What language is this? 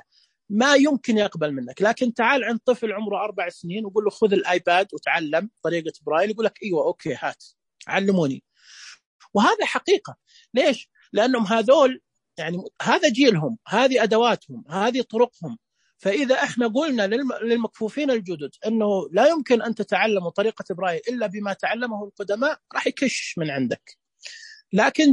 Najdi Arabic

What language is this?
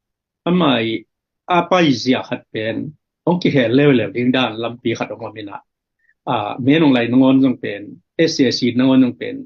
Tedim Chin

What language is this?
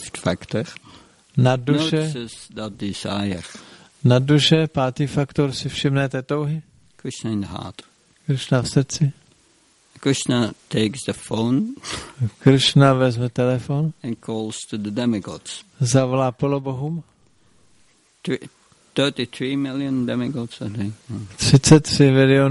Czech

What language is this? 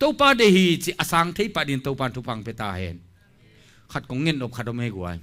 Tedim Chin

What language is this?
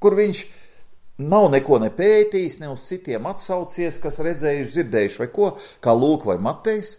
Latvian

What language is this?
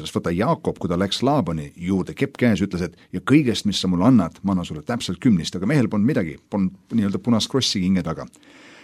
Estonian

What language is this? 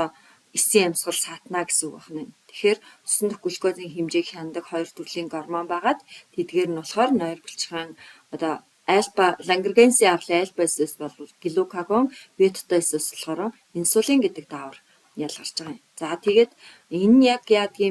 Mongolian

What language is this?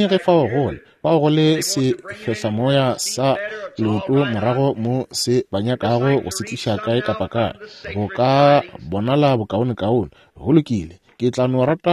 Northern Sotho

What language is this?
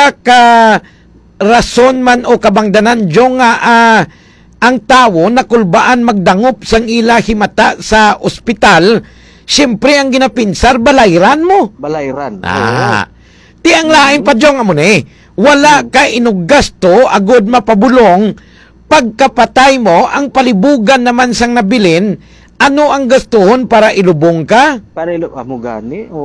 Hiligaynon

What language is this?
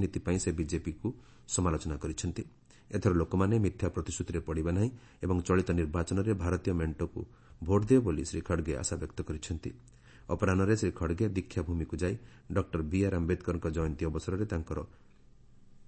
Odia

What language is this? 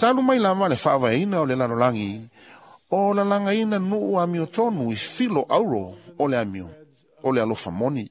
Samoan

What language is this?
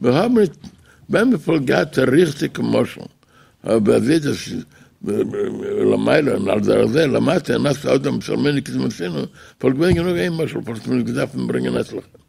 Yiddish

